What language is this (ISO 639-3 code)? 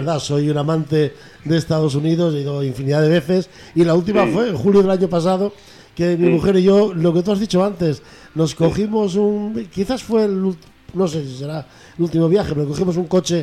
spa